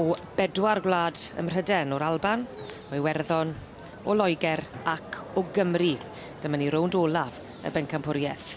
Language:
Welsh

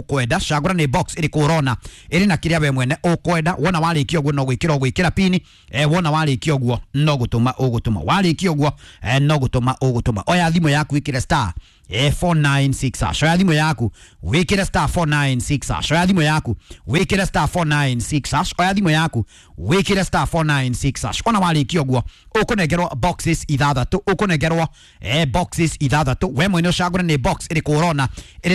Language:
Kikuyu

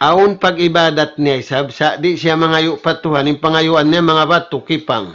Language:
Tausug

